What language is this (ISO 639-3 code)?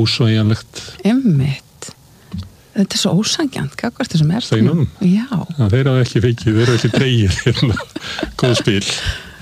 isl